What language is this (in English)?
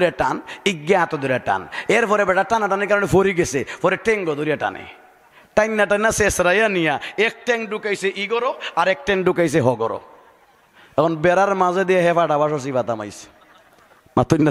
Sylheti